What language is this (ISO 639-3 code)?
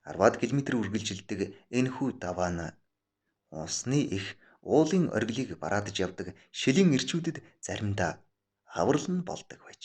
mon